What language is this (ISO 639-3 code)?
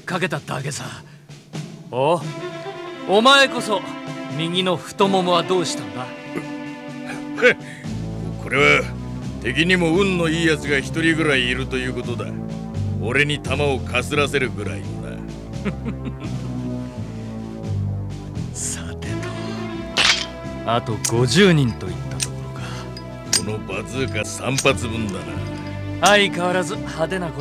jpn